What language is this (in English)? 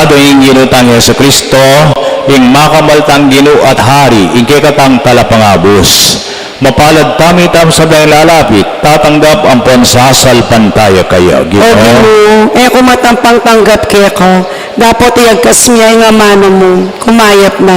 Pampanga